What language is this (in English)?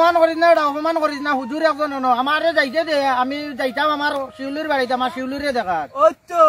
Sylheti